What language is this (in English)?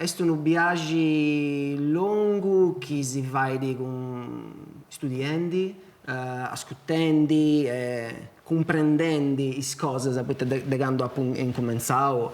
Sardinian